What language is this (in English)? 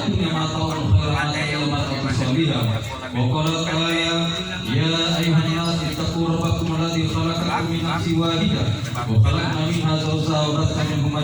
Gorontalo